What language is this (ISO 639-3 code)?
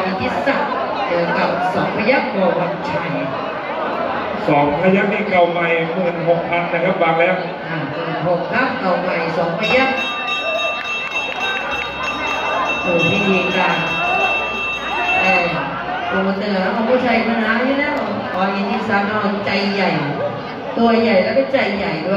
tha